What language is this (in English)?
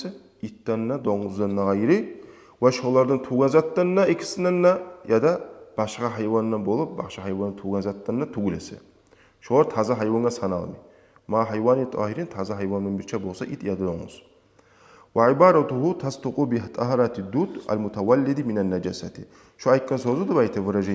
Kumyk